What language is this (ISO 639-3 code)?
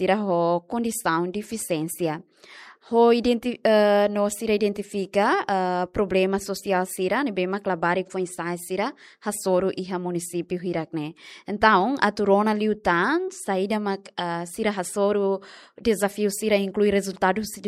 tet